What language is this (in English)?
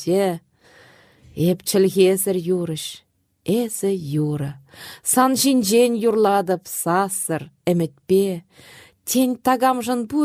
Chuvash